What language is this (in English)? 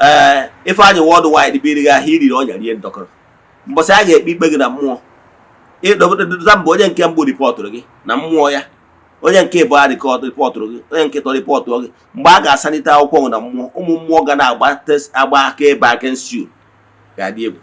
Igbo